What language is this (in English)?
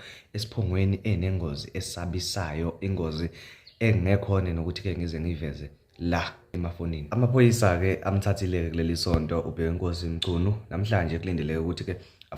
Zulu